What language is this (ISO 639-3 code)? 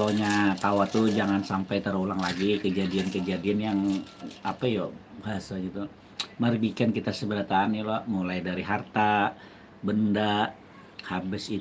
bjn